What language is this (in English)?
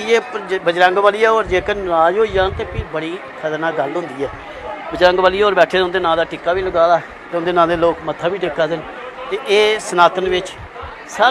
Dogri